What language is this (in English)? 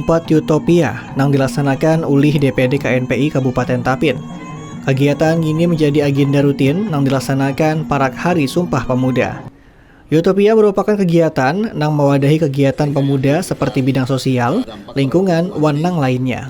Banjar